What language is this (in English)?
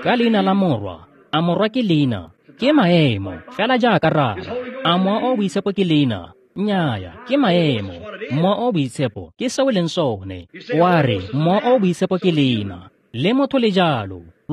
Tswana